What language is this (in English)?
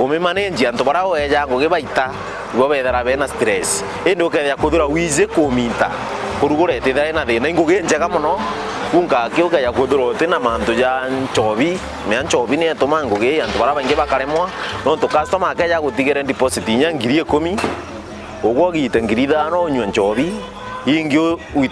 Meru